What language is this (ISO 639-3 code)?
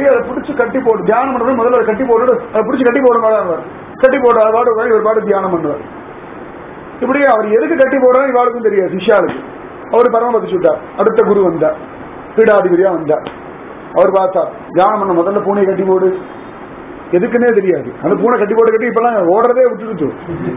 tam